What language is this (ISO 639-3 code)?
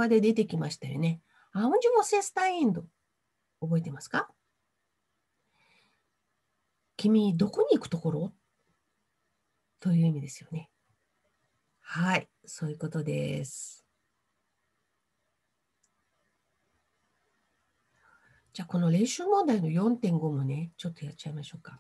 jpn